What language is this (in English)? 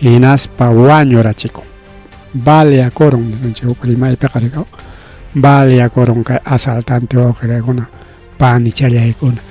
Ayacucho Quechua